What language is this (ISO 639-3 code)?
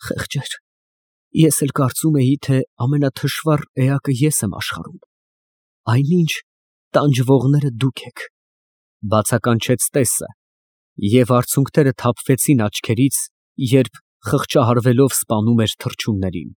hye